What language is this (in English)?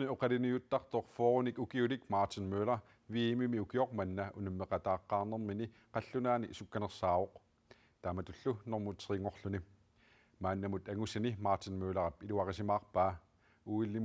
Kalaallisut